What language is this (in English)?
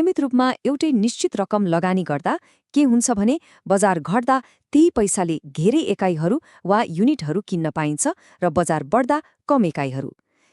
Nepali